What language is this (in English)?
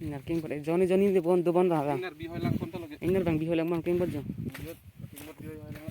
Karbi